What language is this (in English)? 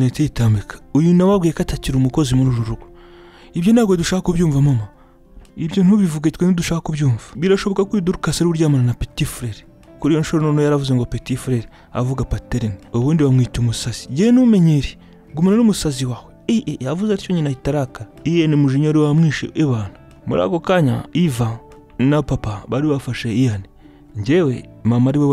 Kinyarwanda